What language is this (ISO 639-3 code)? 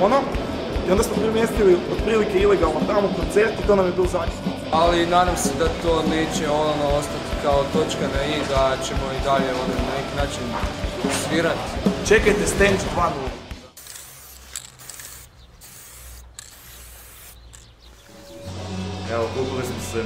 hrv